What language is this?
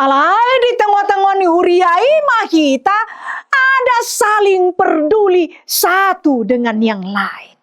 Batak Toba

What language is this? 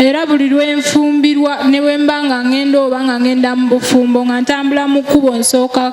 Ganda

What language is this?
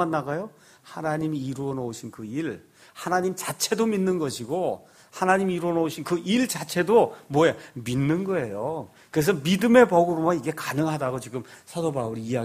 Korean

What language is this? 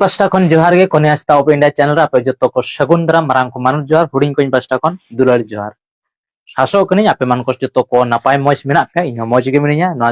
Santali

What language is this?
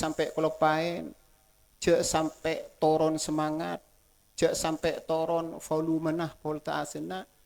Madurese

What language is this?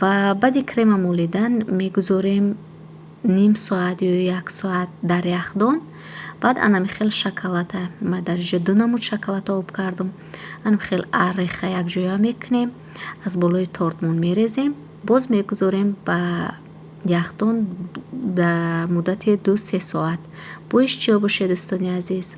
Tajik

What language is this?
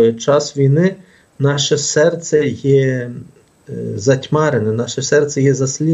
Ukrainian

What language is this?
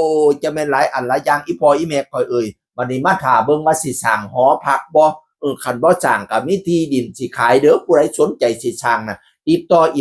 Northeastern Thai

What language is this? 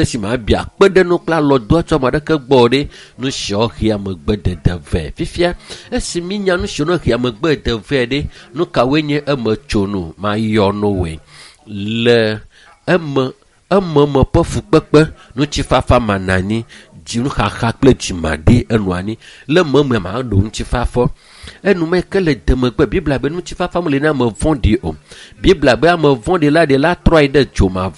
Ewe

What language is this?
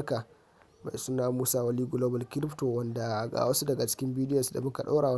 Hausa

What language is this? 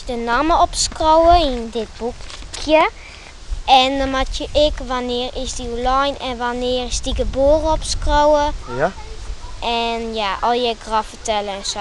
Western Frisian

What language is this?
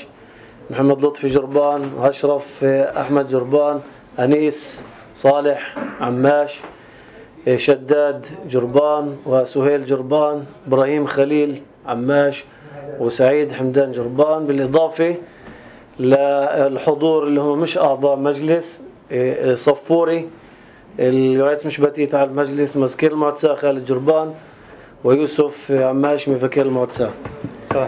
North Levantine Arabic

